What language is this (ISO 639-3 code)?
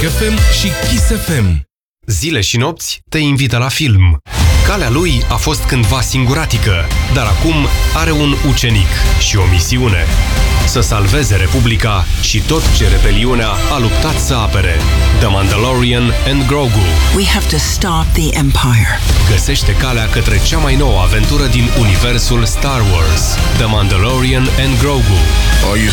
ron